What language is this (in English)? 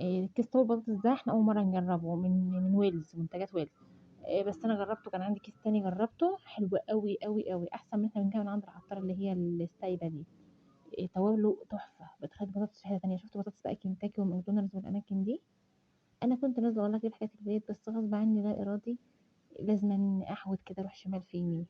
Egyptian Arabic